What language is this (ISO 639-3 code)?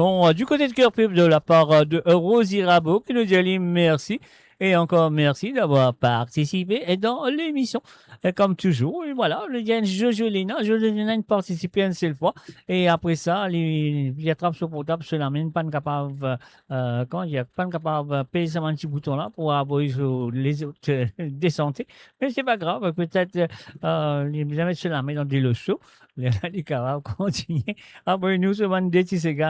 mfe